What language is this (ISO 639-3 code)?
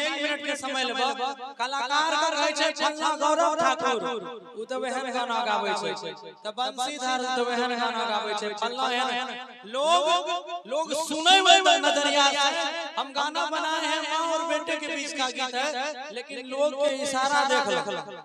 mai